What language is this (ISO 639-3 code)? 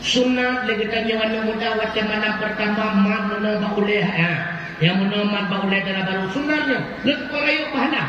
ace